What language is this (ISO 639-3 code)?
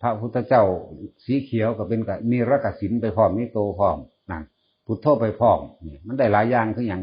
tts